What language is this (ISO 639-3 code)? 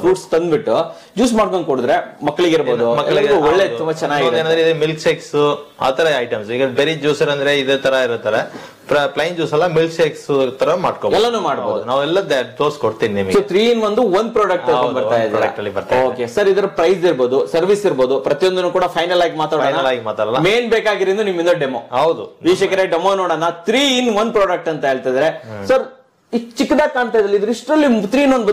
kan